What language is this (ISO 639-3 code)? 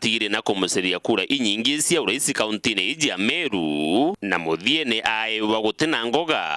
mer